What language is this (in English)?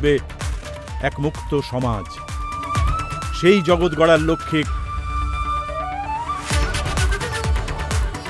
Bangla